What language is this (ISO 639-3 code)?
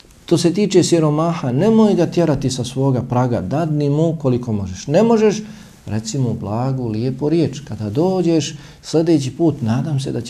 bos